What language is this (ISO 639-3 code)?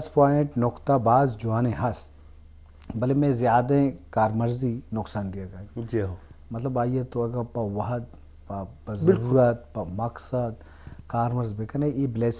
bgp